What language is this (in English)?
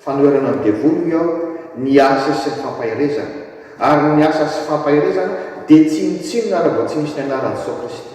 Malagasy